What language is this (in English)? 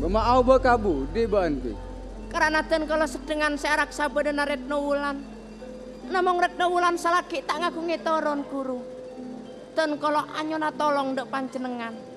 Madurese